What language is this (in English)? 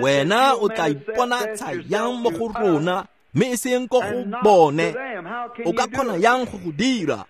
Tswana